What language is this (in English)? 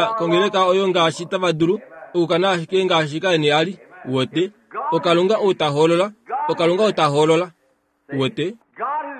Kuanyama